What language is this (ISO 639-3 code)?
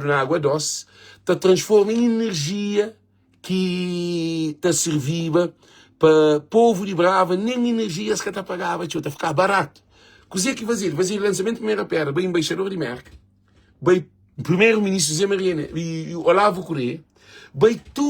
kea